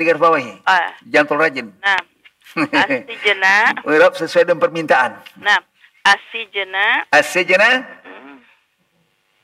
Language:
Indonesian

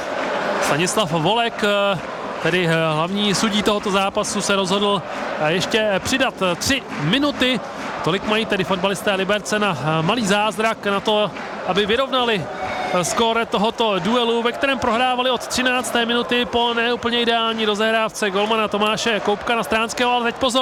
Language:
Czech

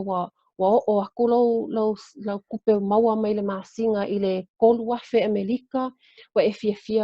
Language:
Samoan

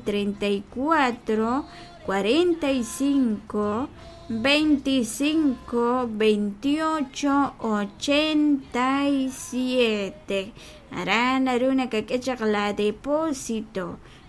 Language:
Kekchí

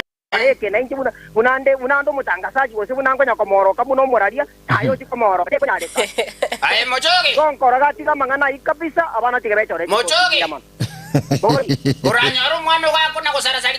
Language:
Gusii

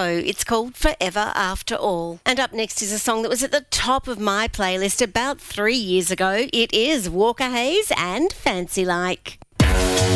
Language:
English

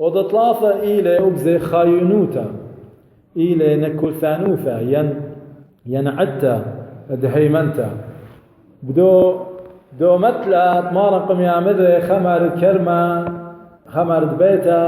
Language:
Assyrian Neo-Aramaic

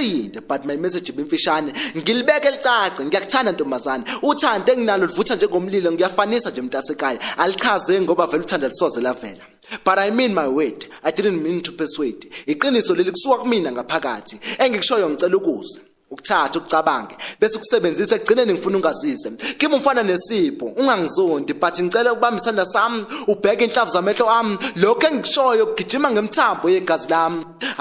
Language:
Zulu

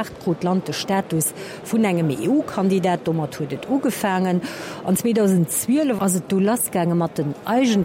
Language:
Luxembourgish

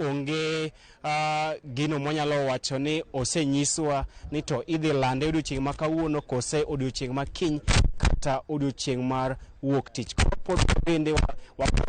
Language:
Luo (Kenya and Tanzania)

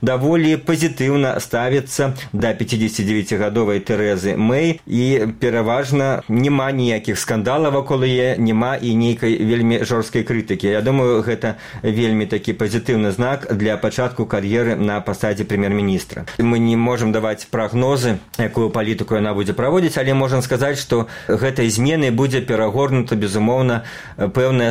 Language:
Belarusian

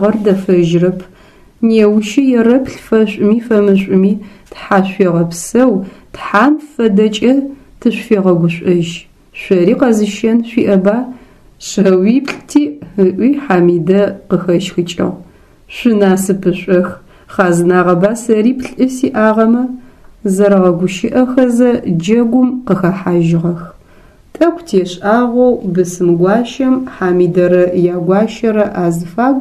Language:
Adyghe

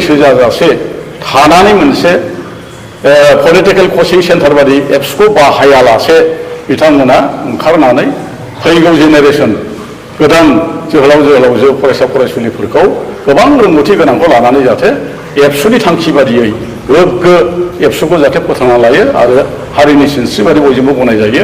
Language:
Bodo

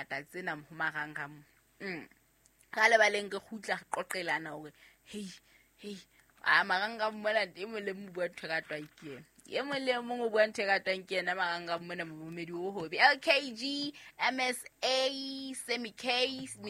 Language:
Southern Sotho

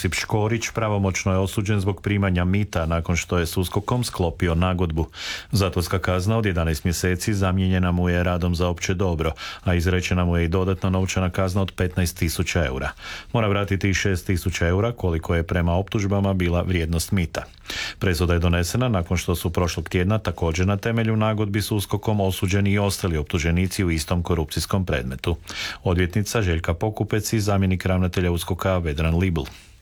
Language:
Croatian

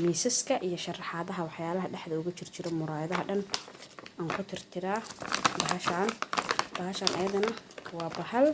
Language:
Somali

